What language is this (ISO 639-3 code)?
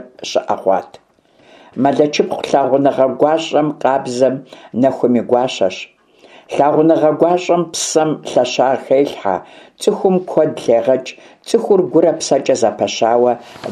kbd